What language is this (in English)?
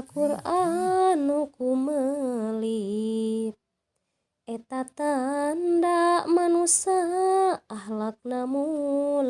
Sundanese